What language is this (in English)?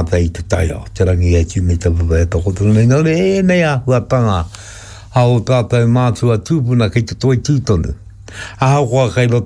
Māori